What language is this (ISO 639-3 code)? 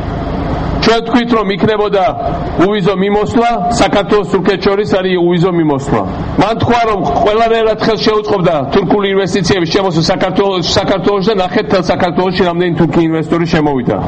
kat